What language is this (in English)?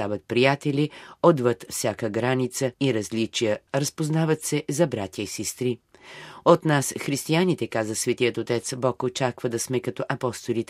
Bulgarian